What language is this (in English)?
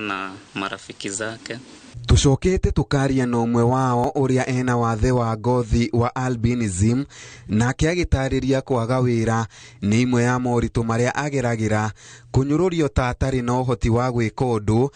Kikuyu